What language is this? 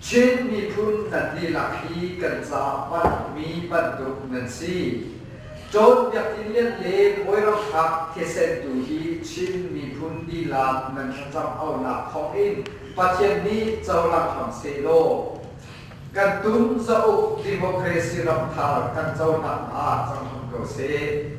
Hakha Chin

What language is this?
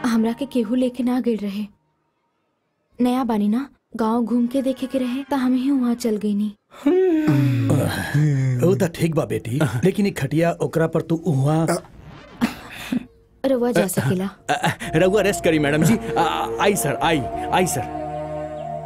Bhojpuri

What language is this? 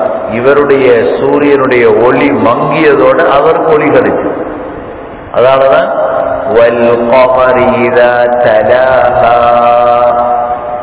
Tamil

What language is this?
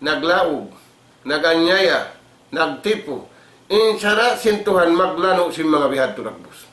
Tausug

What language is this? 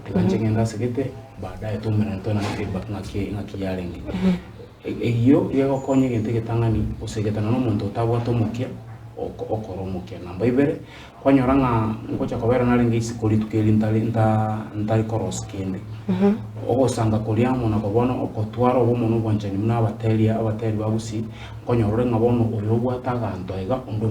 Gusii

